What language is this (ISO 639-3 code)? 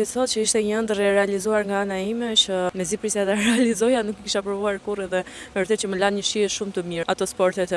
sqi